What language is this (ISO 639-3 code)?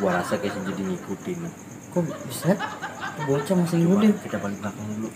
bew